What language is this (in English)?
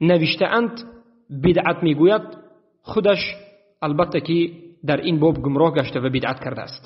Tajik